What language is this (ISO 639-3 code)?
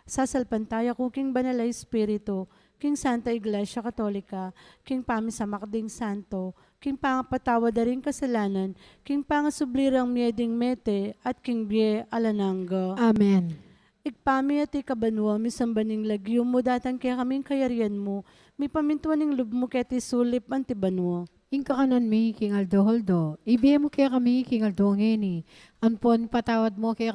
pam